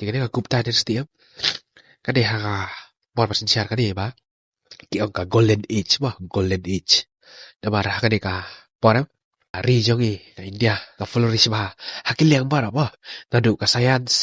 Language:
Khasi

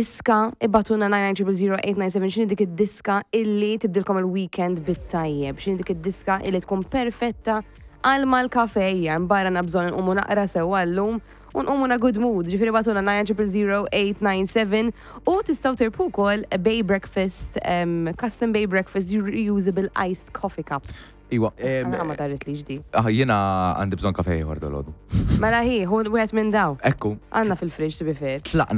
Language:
Maltese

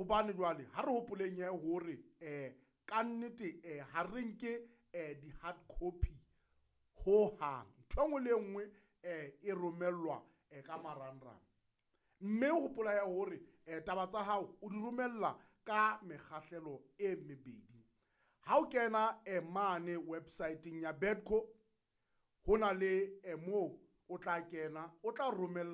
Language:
Southern Sotho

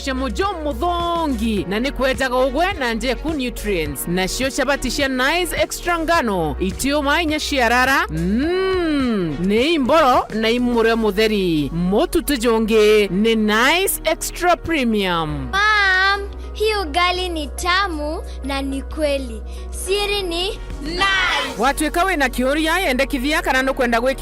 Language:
Meru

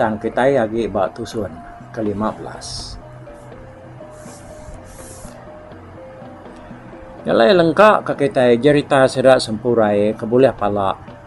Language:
Iban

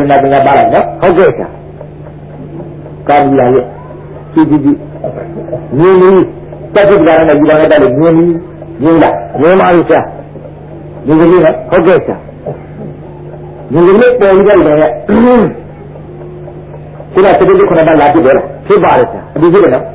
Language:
Burmese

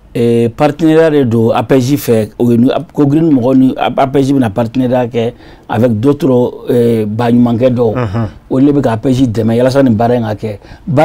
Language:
Bambara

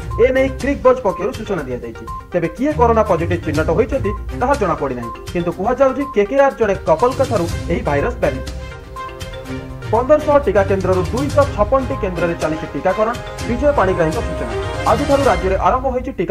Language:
Odia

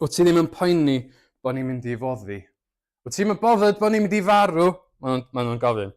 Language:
Welsh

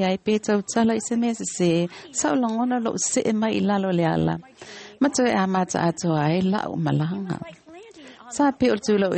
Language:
Samoan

